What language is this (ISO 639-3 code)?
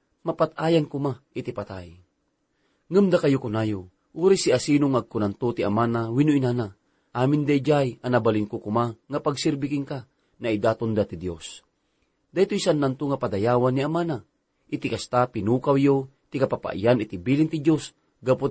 ilo